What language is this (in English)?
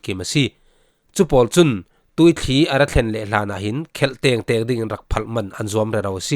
Falam Chin